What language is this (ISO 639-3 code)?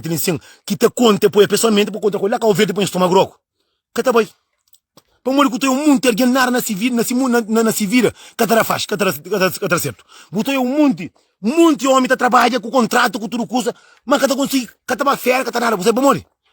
kea